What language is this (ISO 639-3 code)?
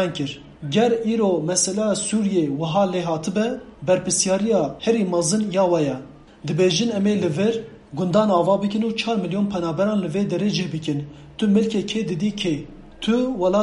kur